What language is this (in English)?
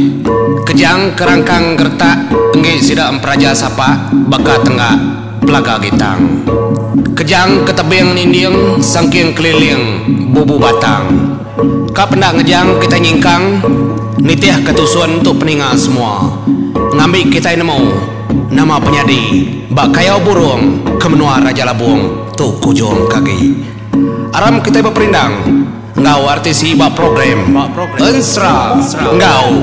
Iban